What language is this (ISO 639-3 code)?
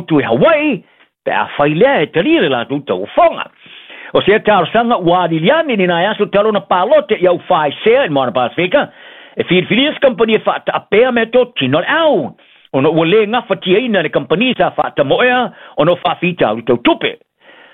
smo